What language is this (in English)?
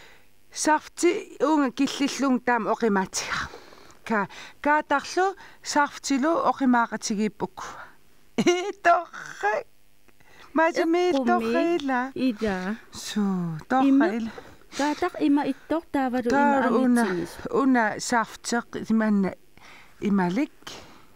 Kalaallisut